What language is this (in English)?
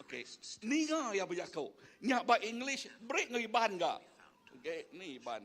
Iban